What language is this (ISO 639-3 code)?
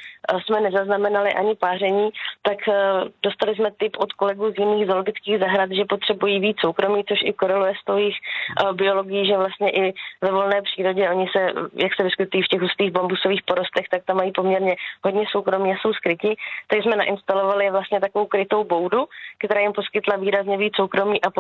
ces